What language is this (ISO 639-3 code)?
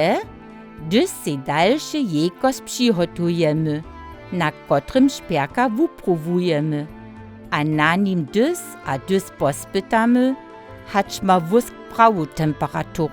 hsb